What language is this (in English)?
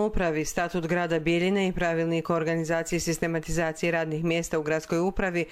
Croatian